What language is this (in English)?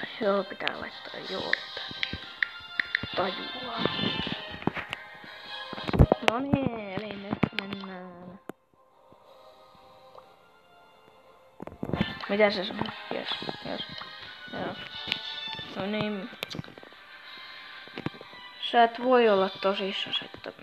Finnish